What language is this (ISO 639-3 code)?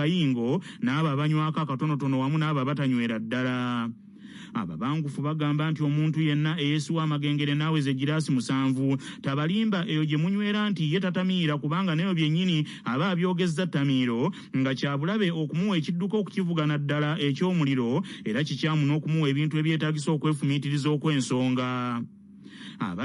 lug